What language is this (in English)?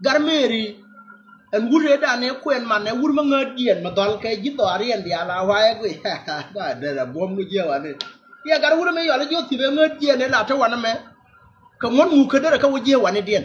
Nuer